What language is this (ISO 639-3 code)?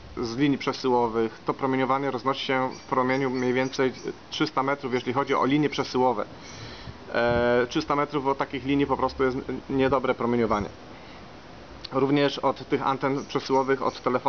pol